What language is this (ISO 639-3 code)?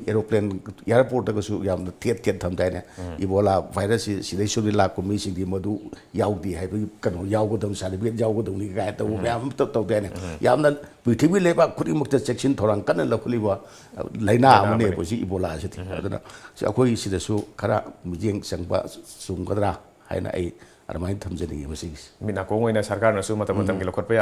mni